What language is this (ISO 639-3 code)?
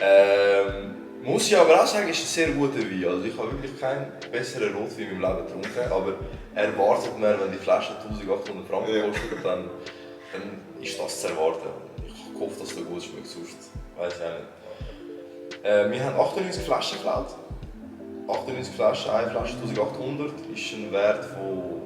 gsw